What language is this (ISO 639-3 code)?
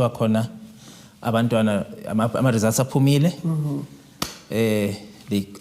zul